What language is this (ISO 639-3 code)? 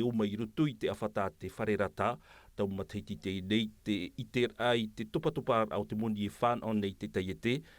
tah